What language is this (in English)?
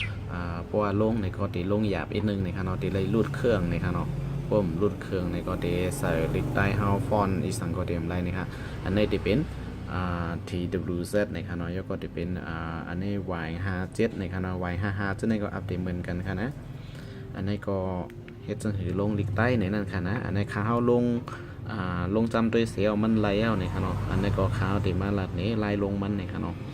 Shan